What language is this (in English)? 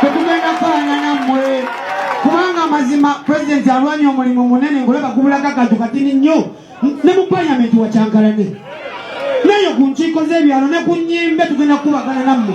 Ganda